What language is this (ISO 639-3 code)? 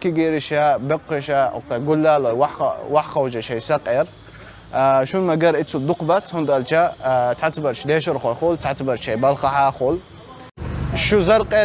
che